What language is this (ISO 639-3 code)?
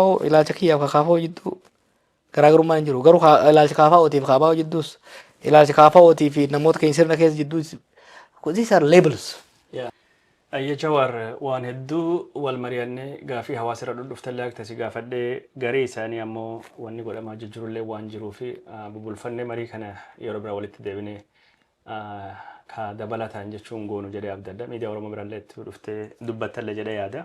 orm